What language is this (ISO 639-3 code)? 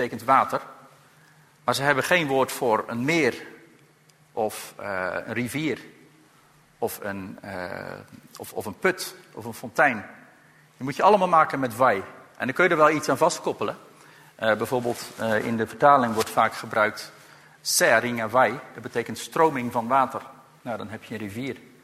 nld